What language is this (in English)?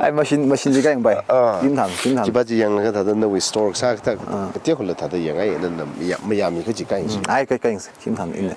Tangkhul Naga (India)